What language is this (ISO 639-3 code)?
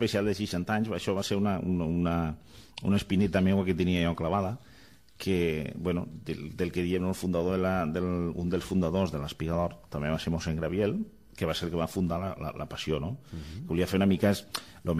cat